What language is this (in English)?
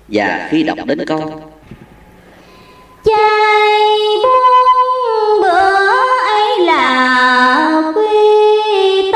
Vietnamese